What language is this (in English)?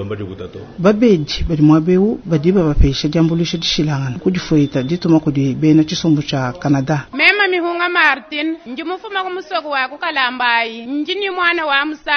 Luba-Lulua